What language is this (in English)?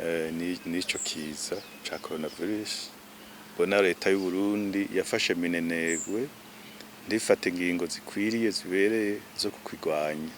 Rundi